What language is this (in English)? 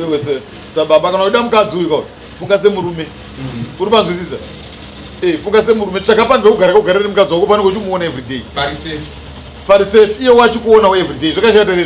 Shona